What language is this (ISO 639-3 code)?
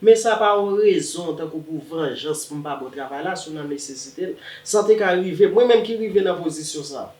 hat